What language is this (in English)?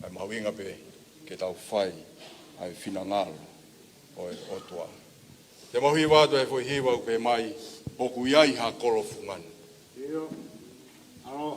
Tongan